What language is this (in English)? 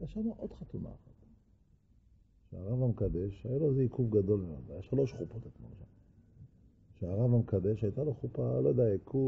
Hebrew